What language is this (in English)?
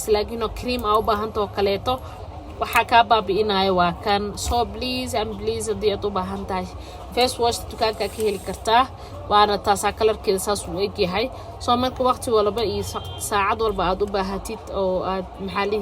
Somali